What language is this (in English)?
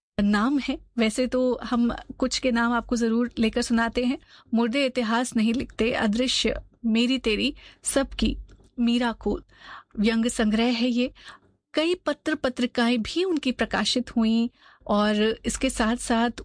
Hindi